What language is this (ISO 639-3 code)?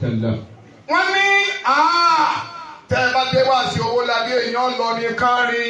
yor